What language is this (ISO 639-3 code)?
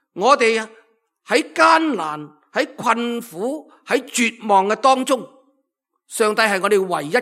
yue